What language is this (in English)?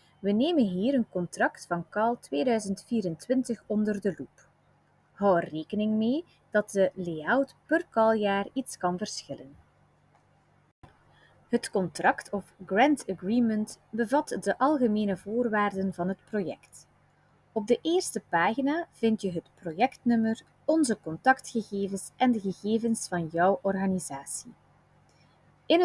Dutch